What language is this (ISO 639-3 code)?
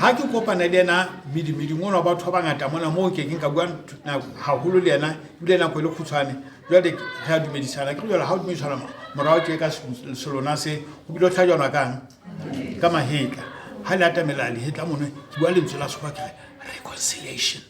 sot